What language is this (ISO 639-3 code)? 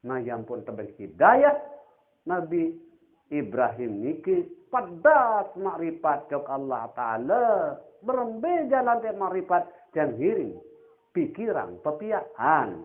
sas